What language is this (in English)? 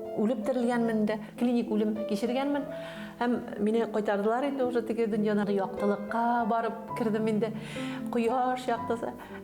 Bashkir